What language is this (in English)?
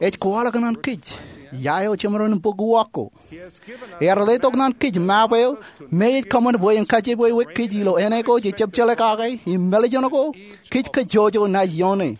Marshallese